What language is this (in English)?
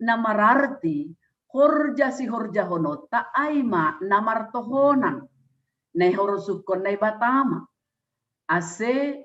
Batak Simalungun